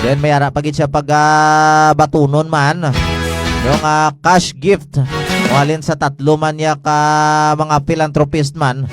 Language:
Hiligaynon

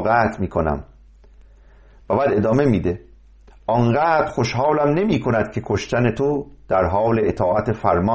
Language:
Persian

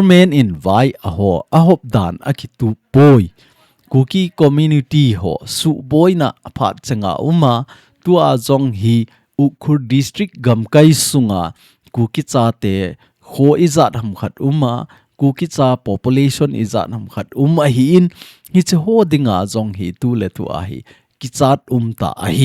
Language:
Thado Chin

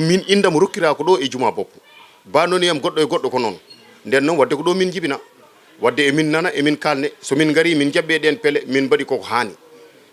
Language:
Fula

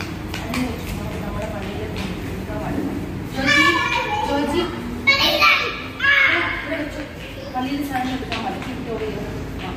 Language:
Malayalam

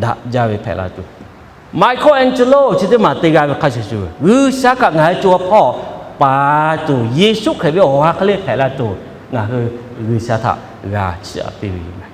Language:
Lahu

